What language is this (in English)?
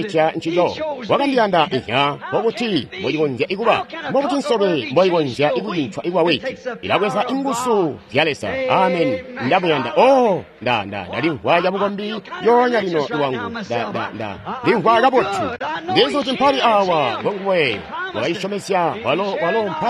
Tonga (Zambia)